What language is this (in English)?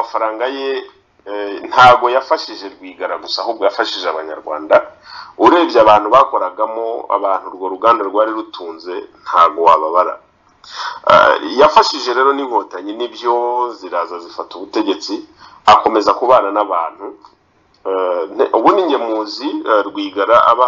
Kinyarwanda